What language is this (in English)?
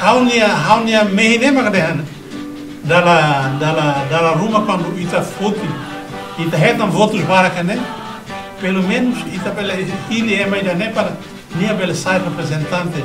Tetum